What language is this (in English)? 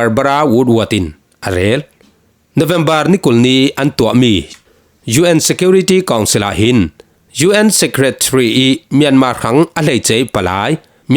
Falam Chin